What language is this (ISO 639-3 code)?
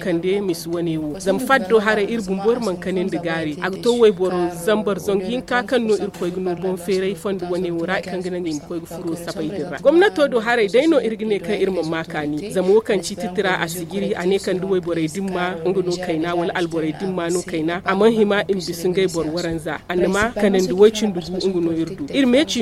dje